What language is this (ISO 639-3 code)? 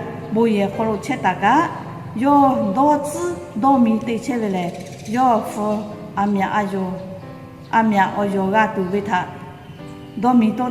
lhu